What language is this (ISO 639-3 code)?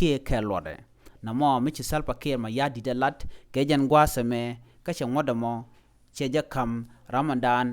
nus